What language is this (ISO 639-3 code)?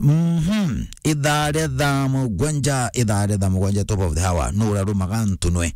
mer